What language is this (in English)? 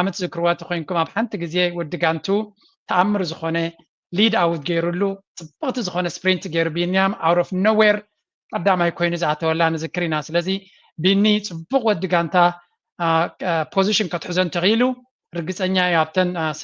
Tigrinya